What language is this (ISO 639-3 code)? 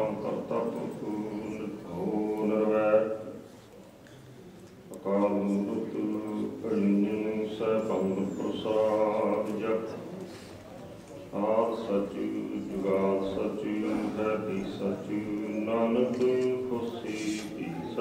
pan